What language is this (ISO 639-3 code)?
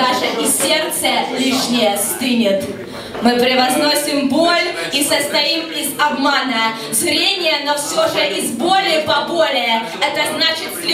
rus